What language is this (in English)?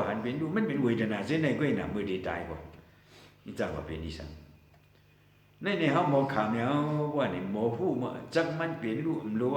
Shan